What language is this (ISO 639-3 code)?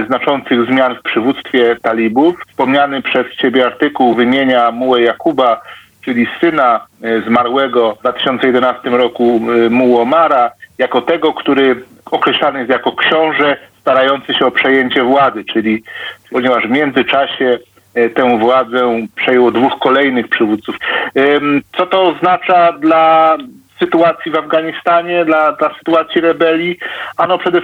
pol